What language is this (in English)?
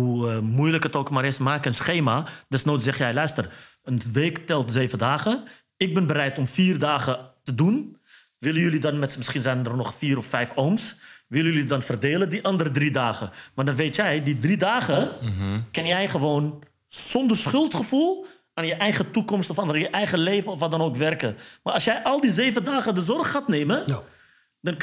Dutch